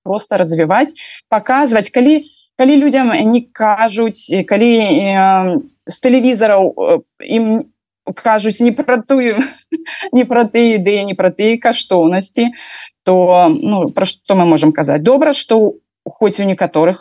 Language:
Belarusian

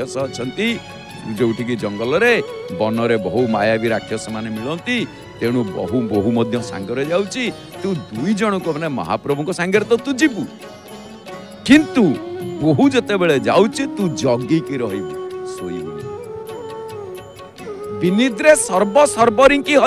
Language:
Odia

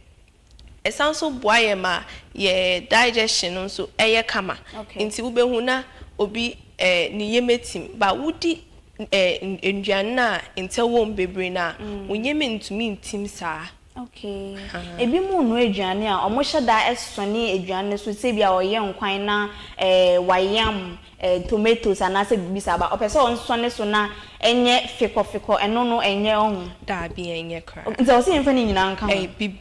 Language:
Akan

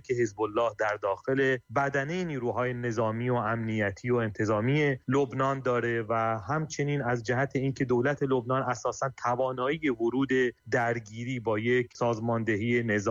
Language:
Persian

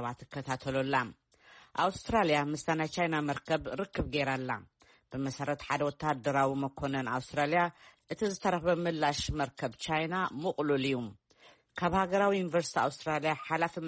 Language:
Tigrinya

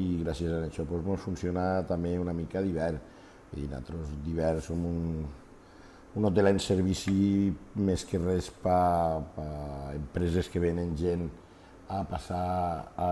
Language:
Catalan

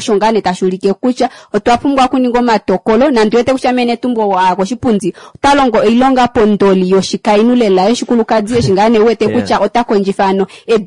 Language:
Kuanyama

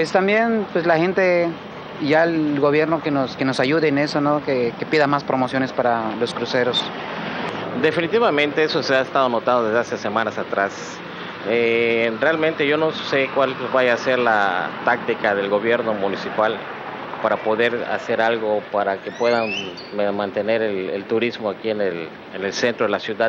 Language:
Spanish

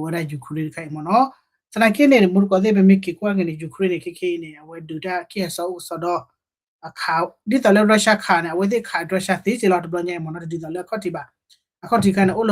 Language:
S'gaw Karen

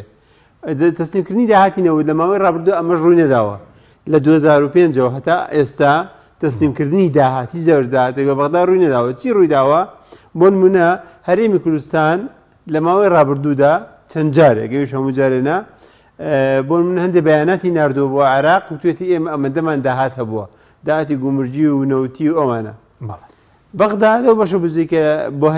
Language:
Central Kurdish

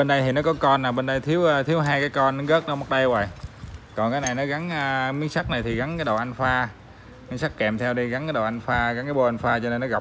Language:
Vietnamese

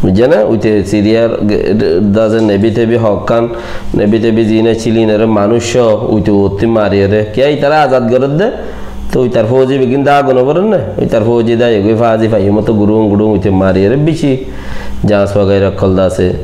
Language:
Rohingya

